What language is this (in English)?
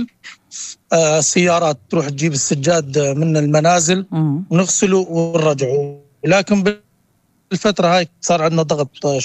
North Levantine Arabic